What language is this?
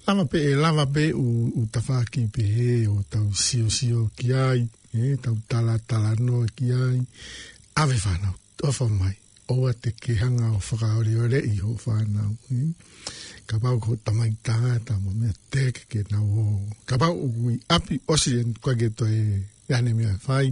Tongan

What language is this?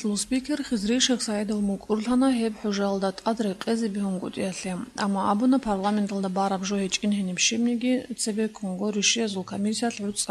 Avaric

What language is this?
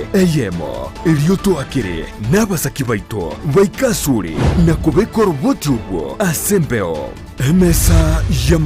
Gusii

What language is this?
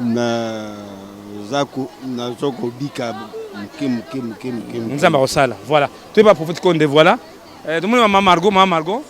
Lingala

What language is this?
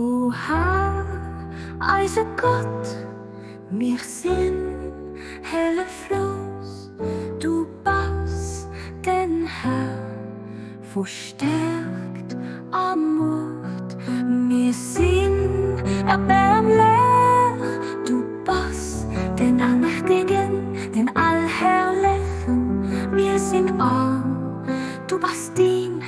Luxembourgish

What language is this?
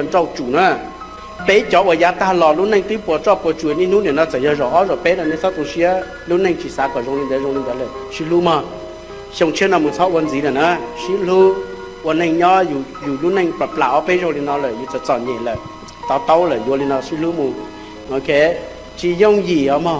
Hmong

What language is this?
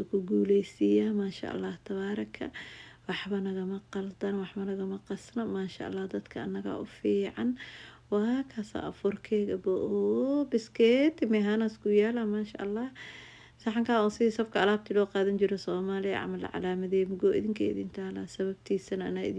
Somali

